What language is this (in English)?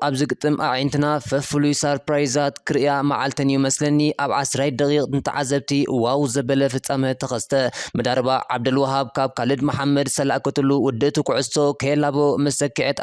Tigrinya